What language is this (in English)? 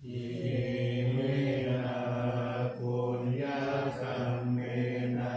Pali